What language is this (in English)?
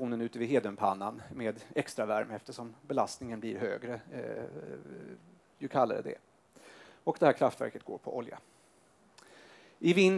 Swedish